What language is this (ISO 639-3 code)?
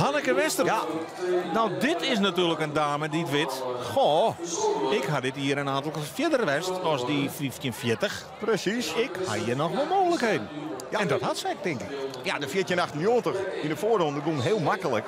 fry